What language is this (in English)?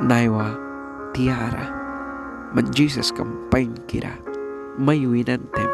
Mískito